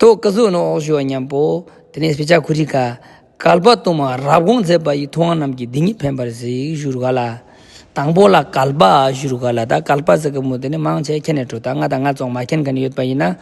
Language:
Ladakhi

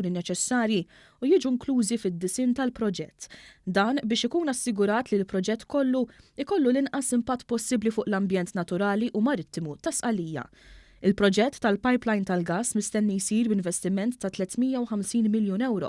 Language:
Maltese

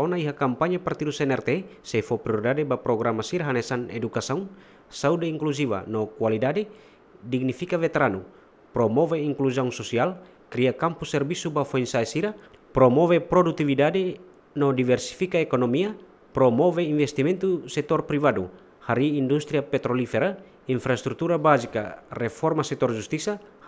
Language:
Tetum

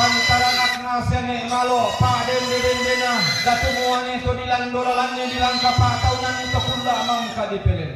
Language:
Toraja-Sa'dan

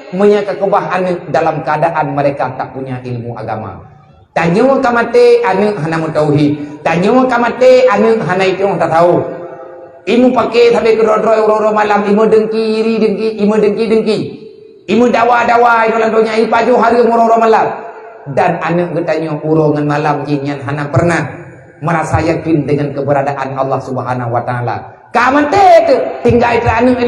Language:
Achinese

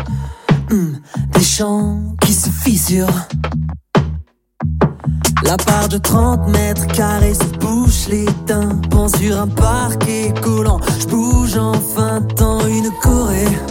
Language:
French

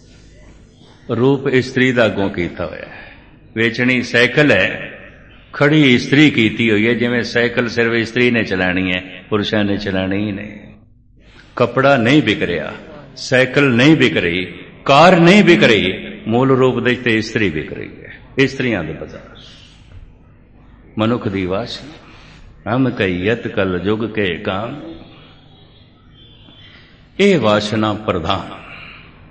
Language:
Punjabi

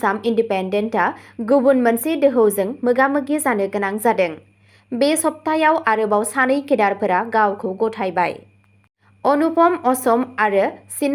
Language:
Bodo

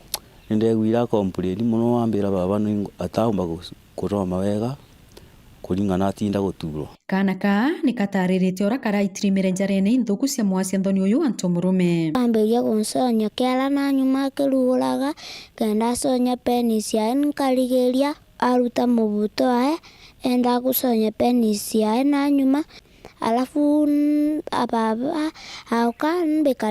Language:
Meru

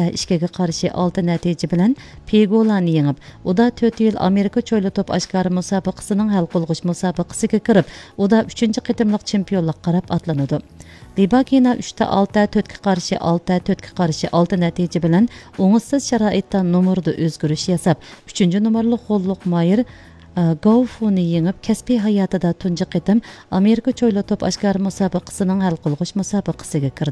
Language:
Uyghur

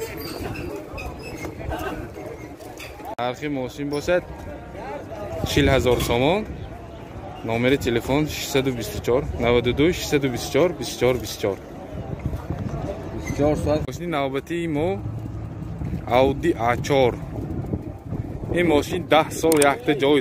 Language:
Tajik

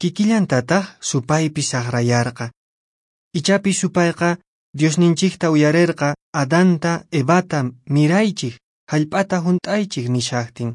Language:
Quechua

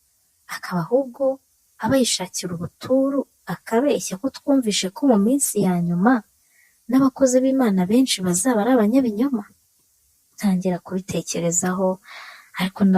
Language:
Kinyarwanda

